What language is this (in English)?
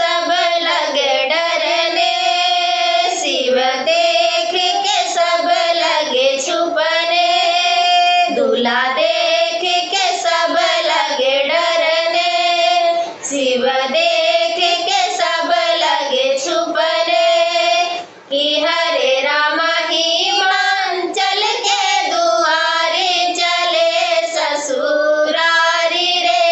Bhojpuri